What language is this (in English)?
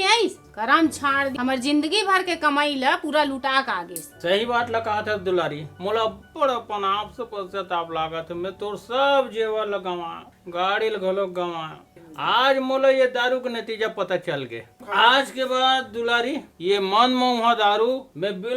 Chhattisgarhi